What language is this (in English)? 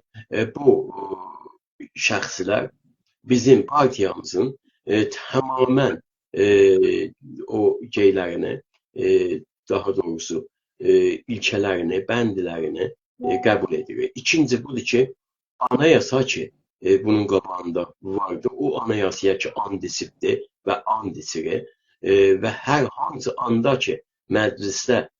South Azerbaijani